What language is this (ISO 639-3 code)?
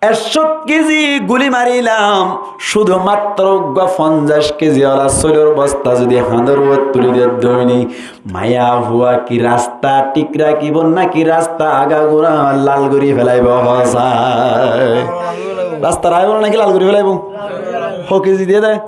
rhg